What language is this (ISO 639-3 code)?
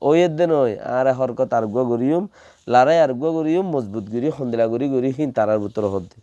rhg